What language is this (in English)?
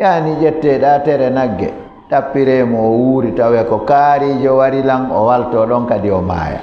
Fula